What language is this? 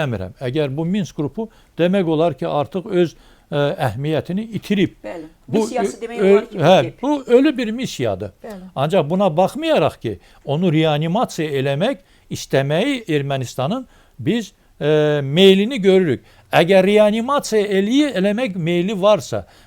Azerbaijani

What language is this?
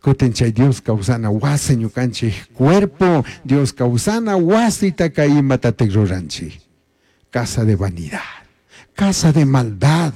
Chimborazo Highland Quichua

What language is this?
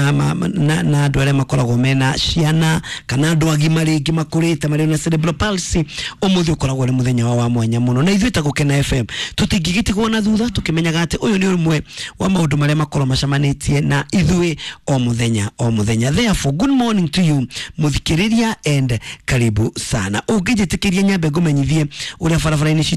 Kikuyu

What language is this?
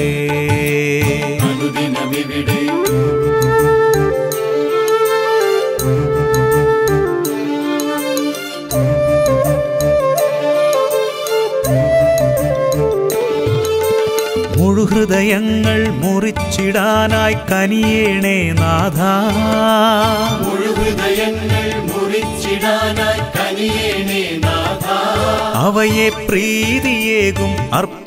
Malayalam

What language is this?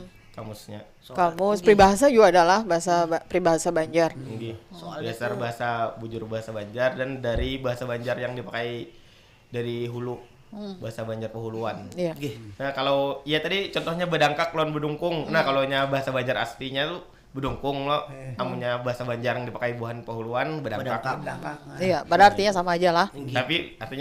Banjar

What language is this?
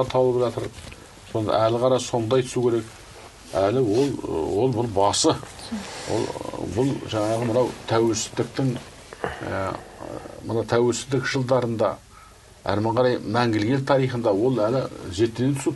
Kazakh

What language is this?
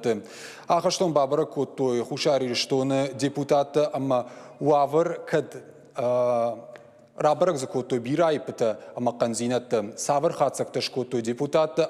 Ossetic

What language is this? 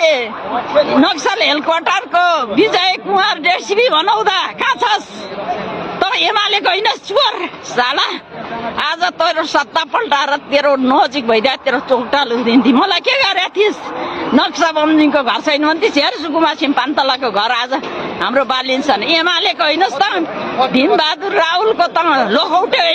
Nepali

